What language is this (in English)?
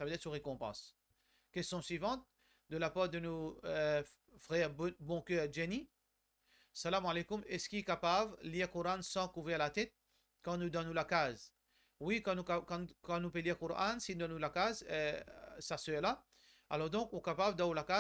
Morisyen